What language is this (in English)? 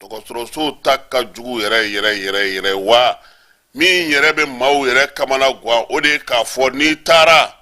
Bambara